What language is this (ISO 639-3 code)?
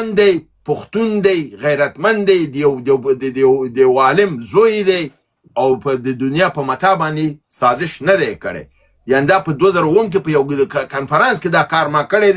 pus